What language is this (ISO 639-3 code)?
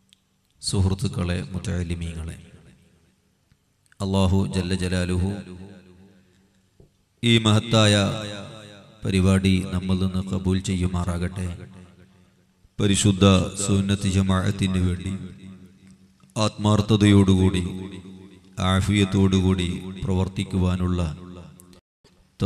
mal